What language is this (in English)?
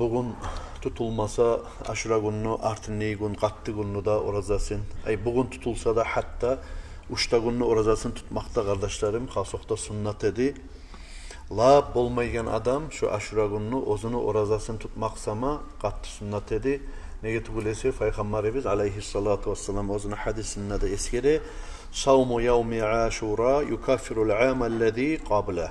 Kumyk